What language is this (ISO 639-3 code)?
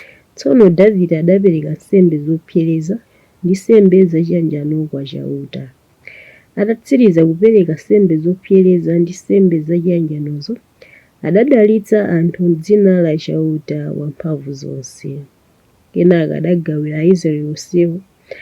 nya